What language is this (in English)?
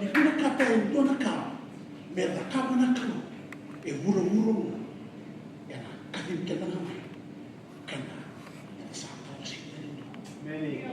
Fijian